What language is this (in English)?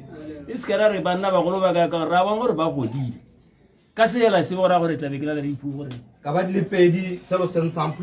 Tswana